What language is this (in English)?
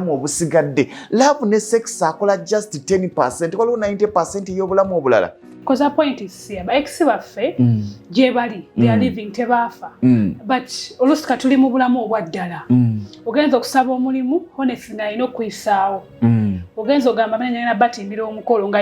Ganda